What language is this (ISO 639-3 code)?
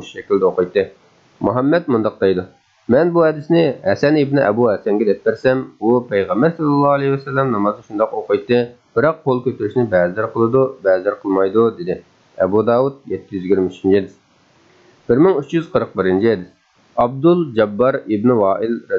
uig